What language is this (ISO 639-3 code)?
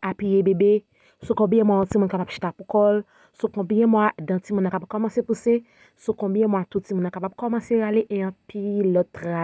hat